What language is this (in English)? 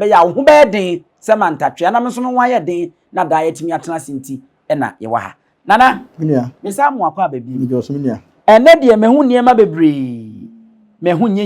Akan